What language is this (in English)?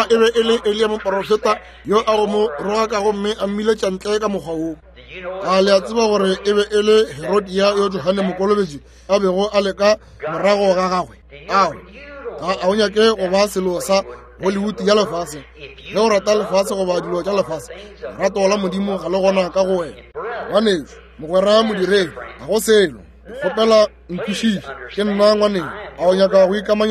Northern Sotho